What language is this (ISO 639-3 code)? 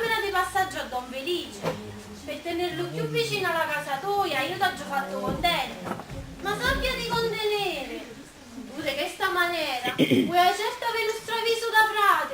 nap